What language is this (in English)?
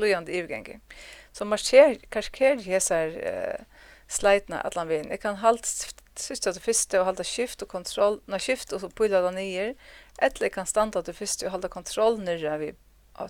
Faroese